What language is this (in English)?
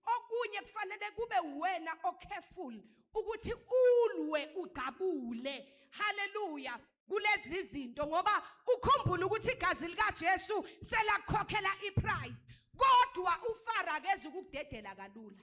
Zulu